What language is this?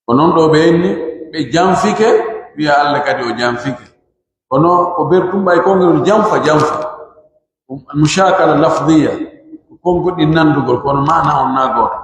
Pular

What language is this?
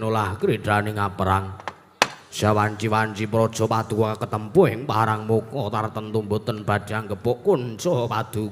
Javanese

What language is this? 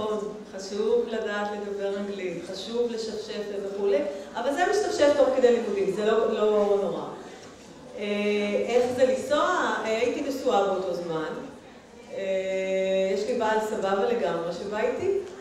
Hebrew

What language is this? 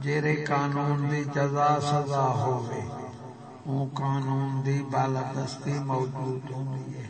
Saraiki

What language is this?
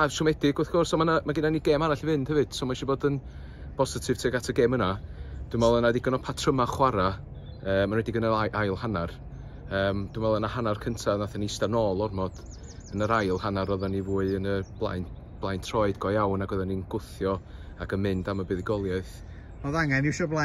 Welsh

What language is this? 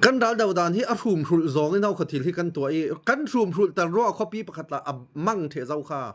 Falam Chin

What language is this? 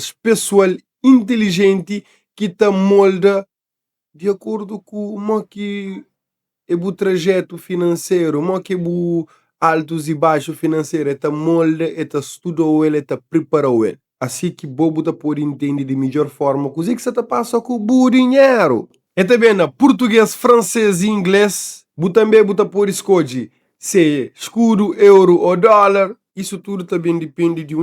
Kabuverdianu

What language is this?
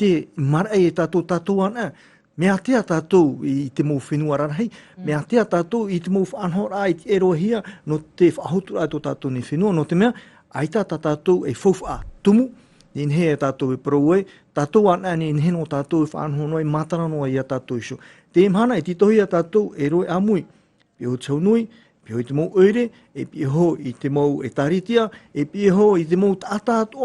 Tahitian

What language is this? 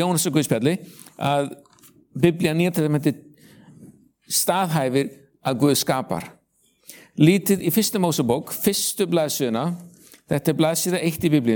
Icelandic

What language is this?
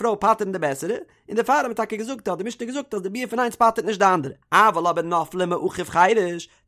Yiddish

